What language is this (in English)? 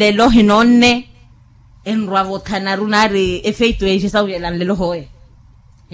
Makhuwa